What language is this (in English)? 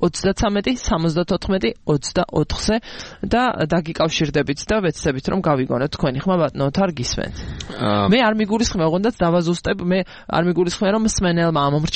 Georgian